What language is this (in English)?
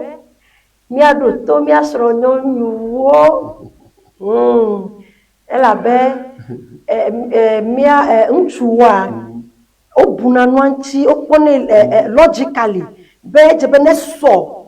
Ewe